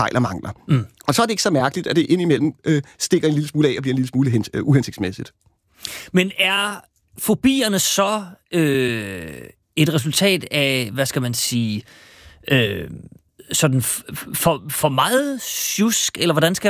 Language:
Danish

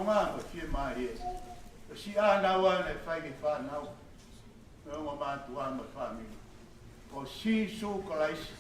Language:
Tongan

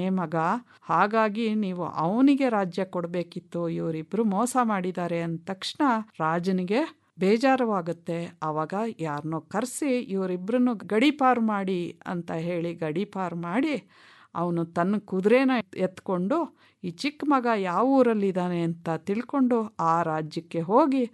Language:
Kannada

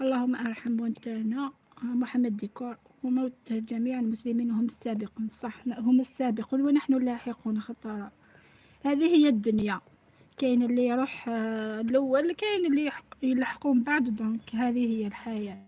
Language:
Algerian Arabic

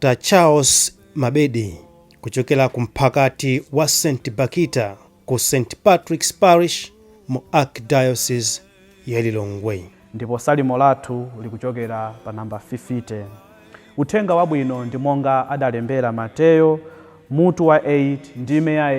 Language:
Nyanja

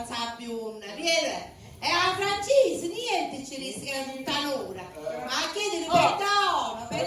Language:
Sicilian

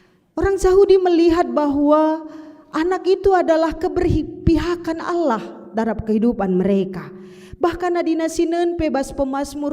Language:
Batak Karo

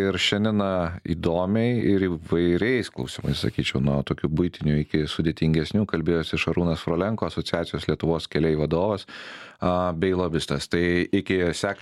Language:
Lithuanian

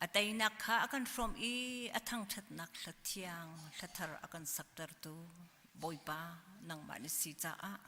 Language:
Hakha Chin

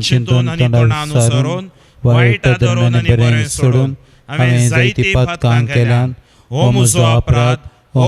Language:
Konkani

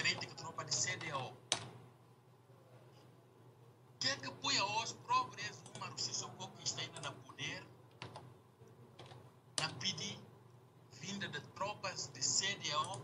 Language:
Portuguese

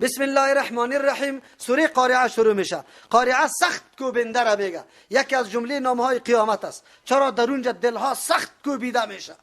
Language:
Persian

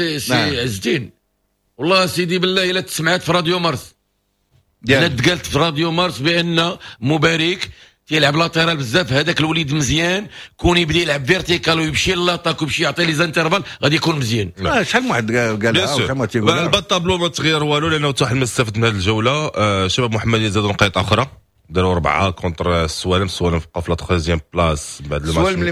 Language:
Moroccan Arabic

